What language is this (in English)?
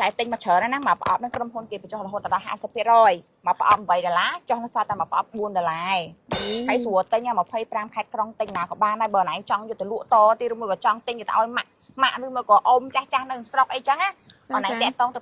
Khmer